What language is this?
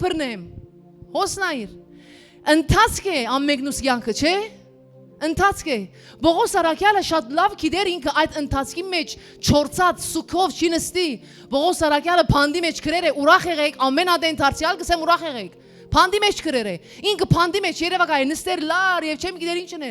Western Armenian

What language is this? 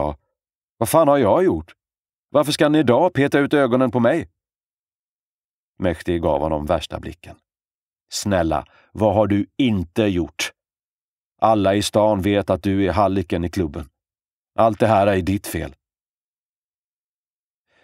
Swedish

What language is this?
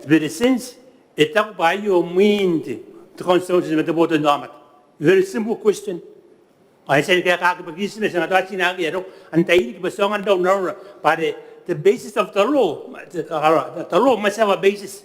Gilbertese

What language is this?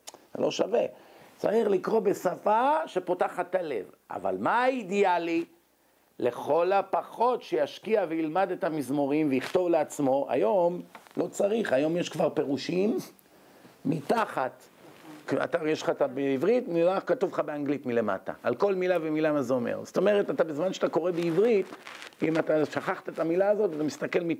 Hebrew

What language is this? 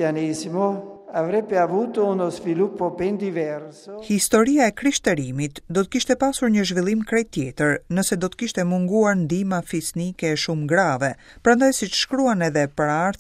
Albanian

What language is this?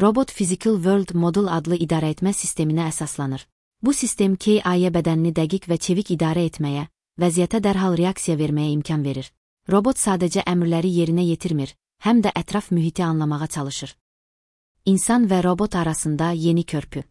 Azerbaijani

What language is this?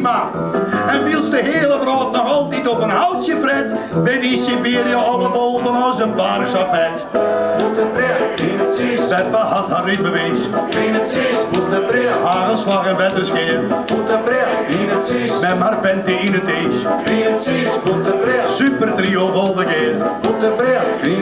Western Frisian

